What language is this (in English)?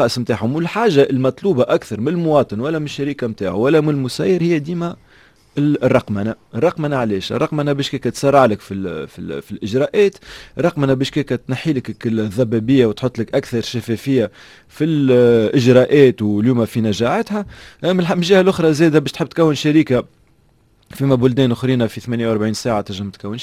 Tunisian Arabic